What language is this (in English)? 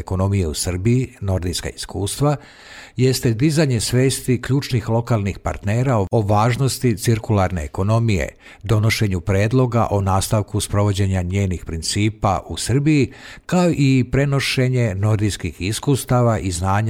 Serbian